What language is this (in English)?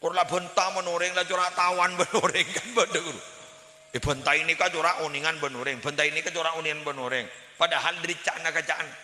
Madurese